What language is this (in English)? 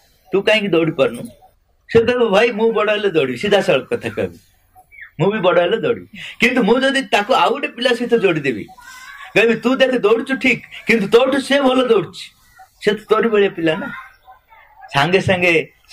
Odia